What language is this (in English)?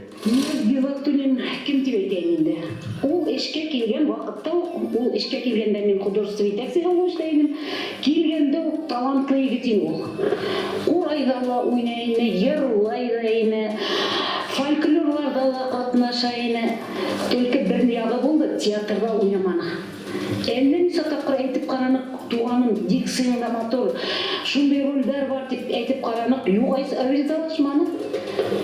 Bashkir